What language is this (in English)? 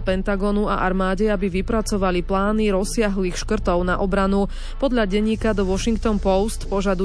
Slovak